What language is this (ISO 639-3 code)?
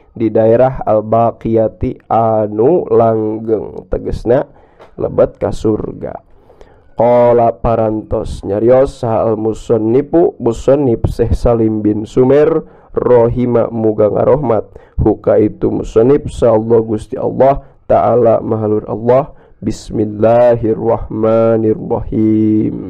sun